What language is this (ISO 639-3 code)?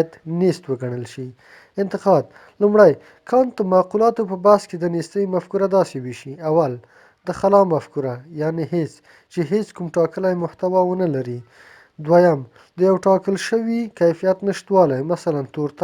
pus